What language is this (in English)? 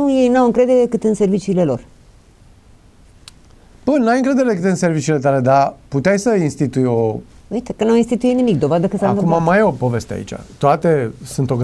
Romanian